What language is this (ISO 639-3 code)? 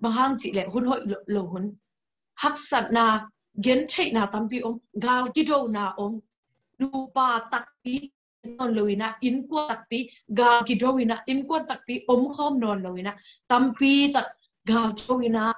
ctd